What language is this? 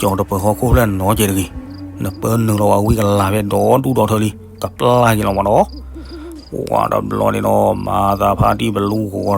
S'gaw Karen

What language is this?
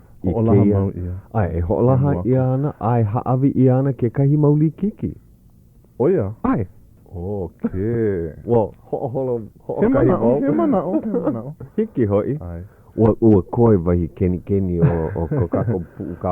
Hawaiian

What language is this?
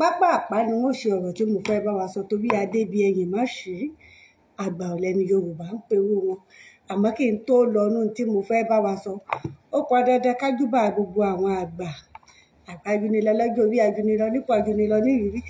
Yoruba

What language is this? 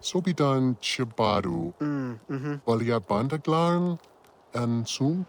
Bavarian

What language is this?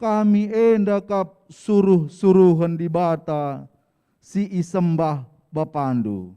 Batak Karo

